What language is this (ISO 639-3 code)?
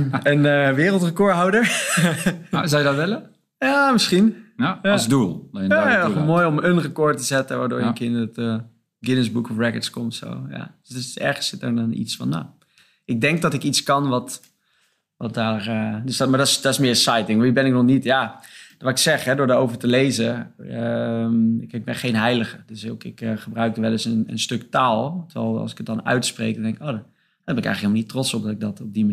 nld